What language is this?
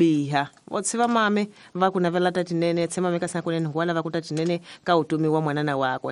Tsonga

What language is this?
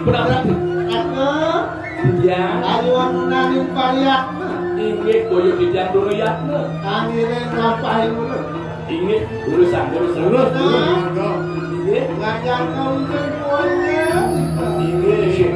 Balinese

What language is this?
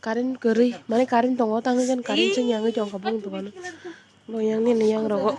Kok Borok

